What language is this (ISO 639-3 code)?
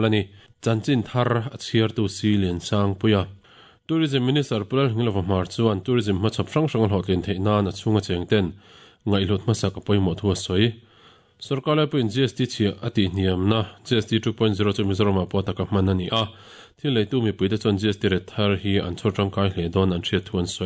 lus